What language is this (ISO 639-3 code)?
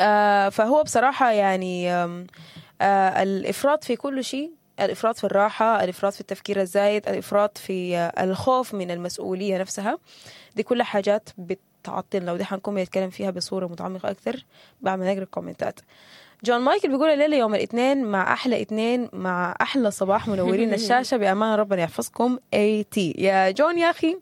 apd